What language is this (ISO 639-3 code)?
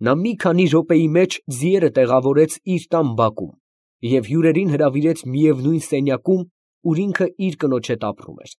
hye